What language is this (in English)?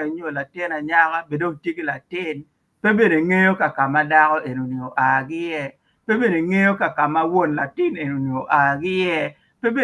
Acoli